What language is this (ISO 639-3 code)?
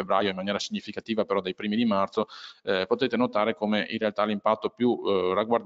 ita